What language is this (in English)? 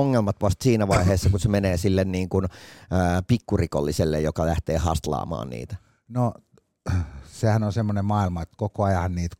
Finnish